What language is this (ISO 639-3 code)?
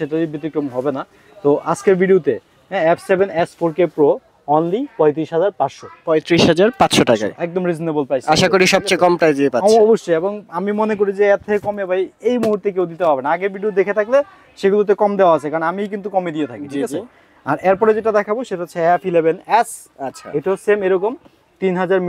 ben